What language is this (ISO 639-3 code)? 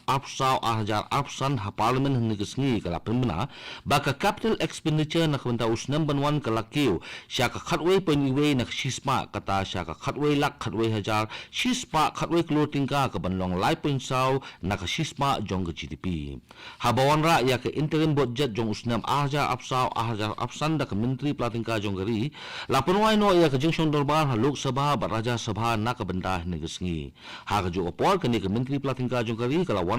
kha